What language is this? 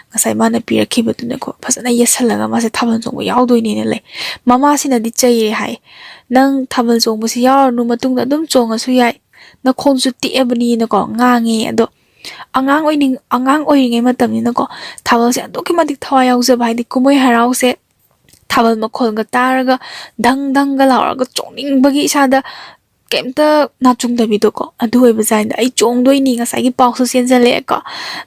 Manipuri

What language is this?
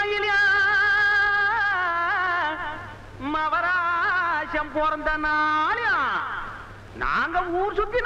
Tamil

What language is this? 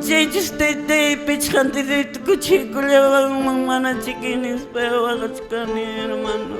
Quechua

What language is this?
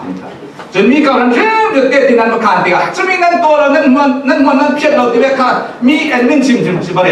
Falam Chin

